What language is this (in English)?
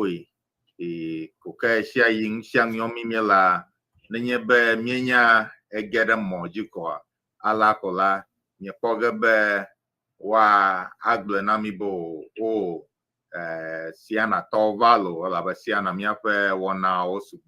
Ewe